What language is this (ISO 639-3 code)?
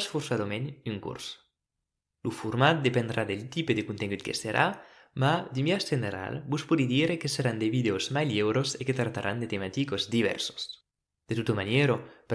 oci